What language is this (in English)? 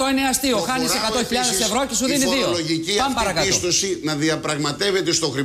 Greek